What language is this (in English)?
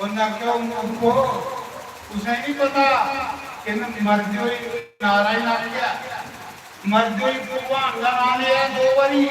Dogri